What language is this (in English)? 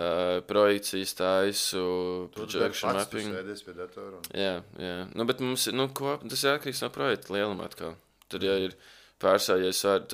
Latvian